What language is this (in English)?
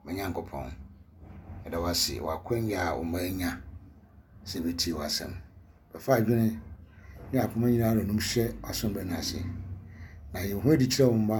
Akan